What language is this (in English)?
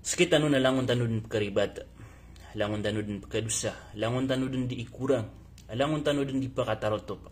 Maranao